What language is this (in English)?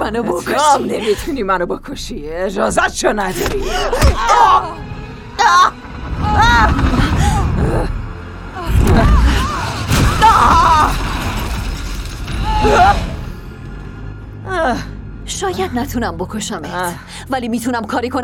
Persian